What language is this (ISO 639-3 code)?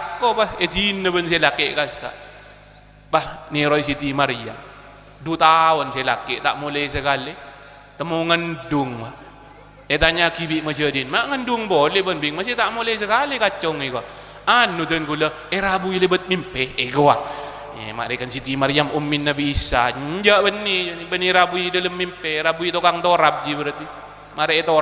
mad